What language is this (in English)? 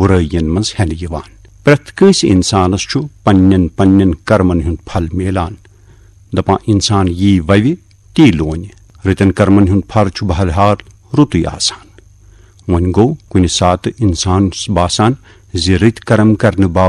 Kashmiri